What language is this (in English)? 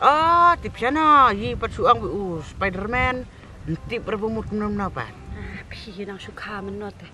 Khasi